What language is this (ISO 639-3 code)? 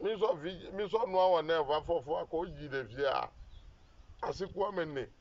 ewe